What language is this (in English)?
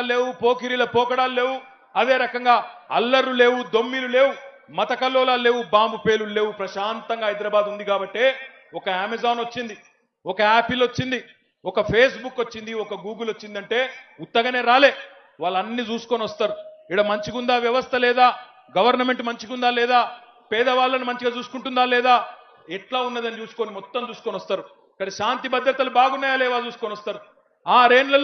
Telugu